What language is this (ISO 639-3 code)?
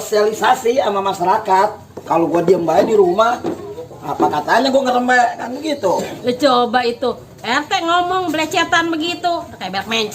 bew